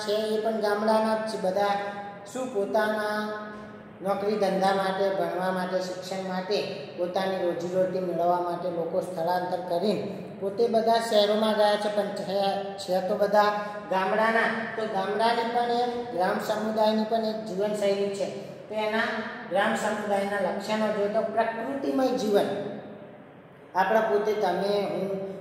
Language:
Gujarati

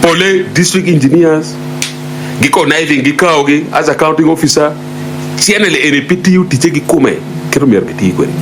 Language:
Acoli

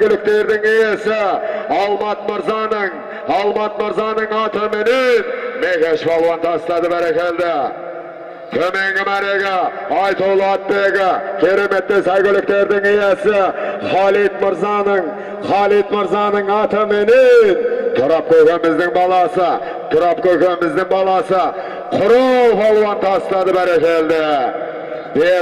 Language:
Kazakh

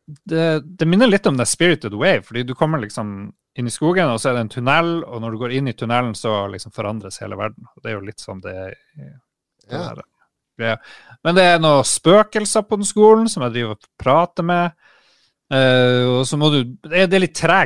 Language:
Norwegian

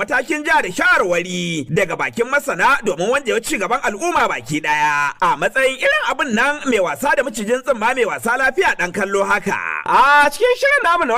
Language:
Hausa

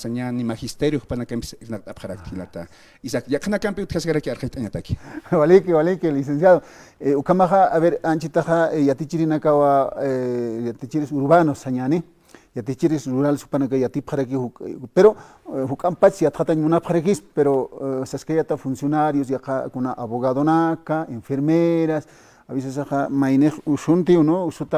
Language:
Aymara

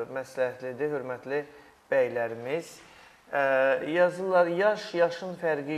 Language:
Azerbaijani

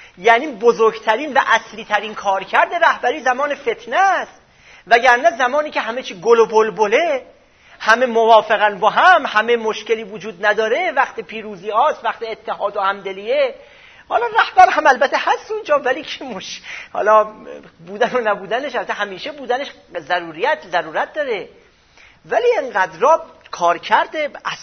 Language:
Persian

